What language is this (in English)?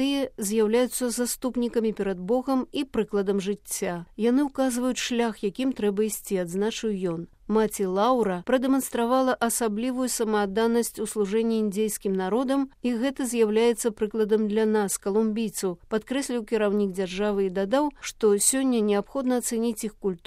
Belarusian